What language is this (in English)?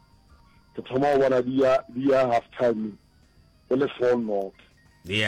Northern Sotho